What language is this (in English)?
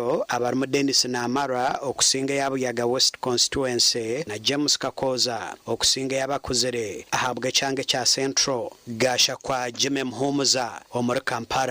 Nyankole